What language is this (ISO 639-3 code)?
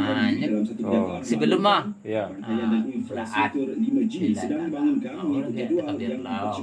min